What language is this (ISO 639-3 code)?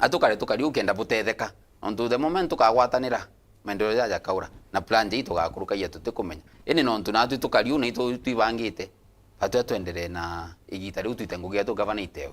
mer